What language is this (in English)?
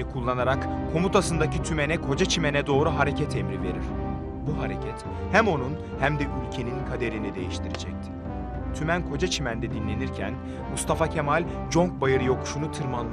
Turkish